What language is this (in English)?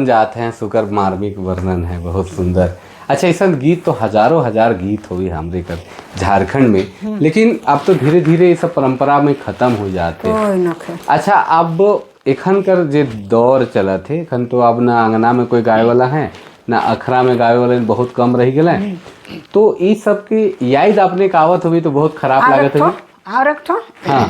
Sadri